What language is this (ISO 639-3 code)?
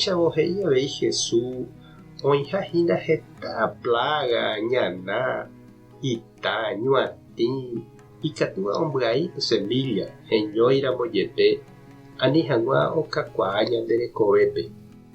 grn